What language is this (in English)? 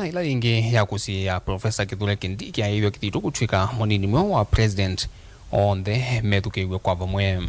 Kamba